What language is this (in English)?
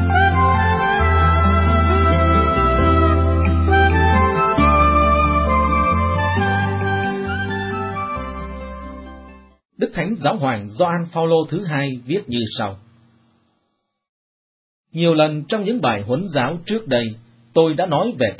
Vietnamese